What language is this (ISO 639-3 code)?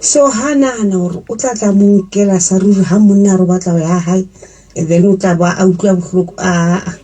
sot